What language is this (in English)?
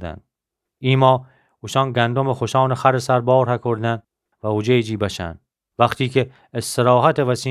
Gilaki